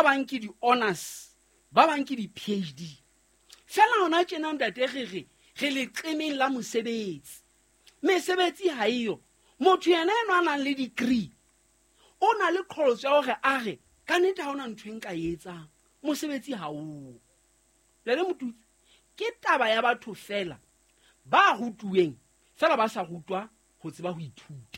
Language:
Southern Sotho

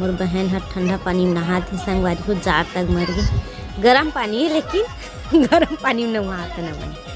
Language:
Chhattisgarhi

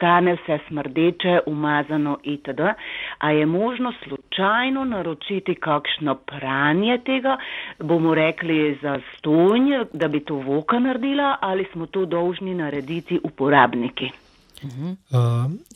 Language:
Slovenian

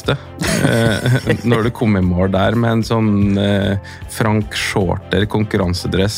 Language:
Norwegian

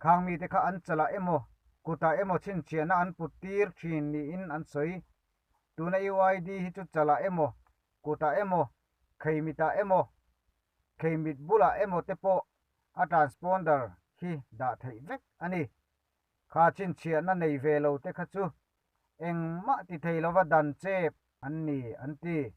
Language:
Mizo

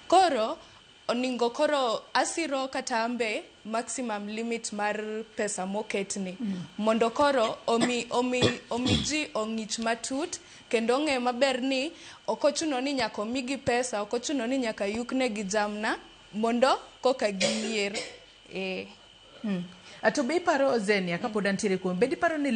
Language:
Luo (Kenya and Tanzania)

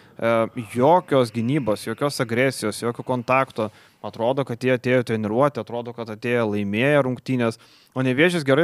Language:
Lithuanian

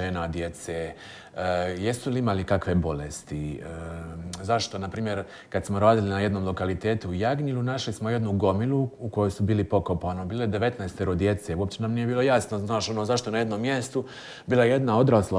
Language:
Croatian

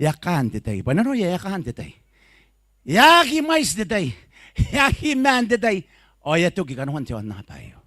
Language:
Gilbertese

